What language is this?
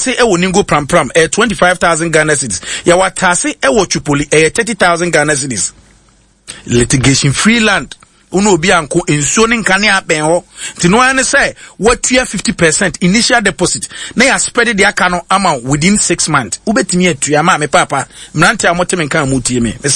Akan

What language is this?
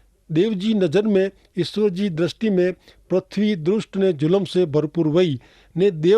Kachhi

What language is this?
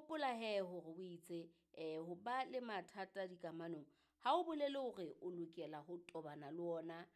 Southern Sotho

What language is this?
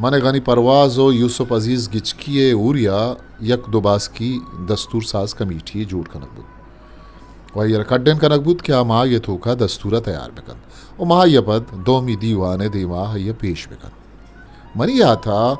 Eastern Balochi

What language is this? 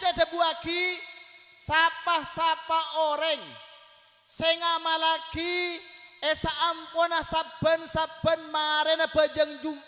Madurese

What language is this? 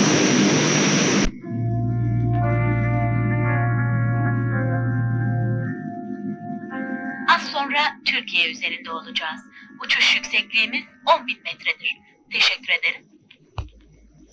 Turkish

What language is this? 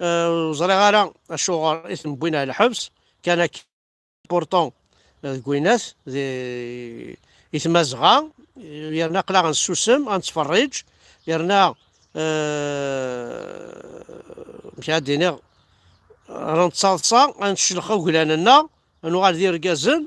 Kabyle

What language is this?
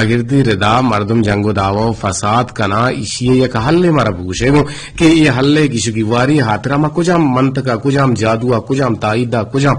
Eastern Balochi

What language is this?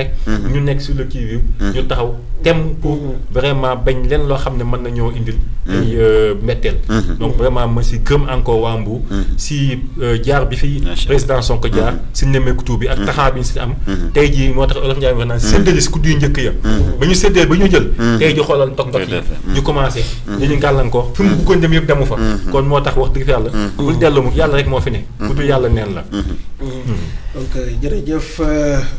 Wolof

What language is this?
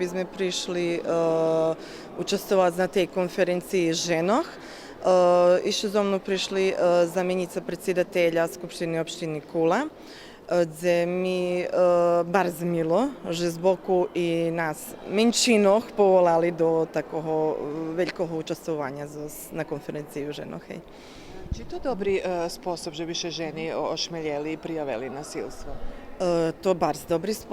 Rusyn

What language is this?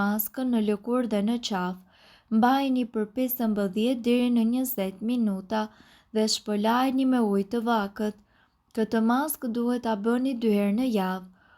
Albanian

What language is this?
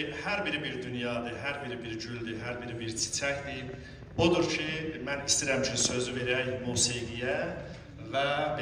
South Azerbaijani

